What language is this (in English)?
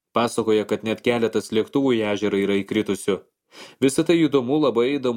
Lithuanian